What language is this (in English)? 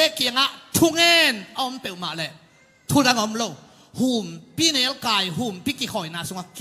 Tedim Chin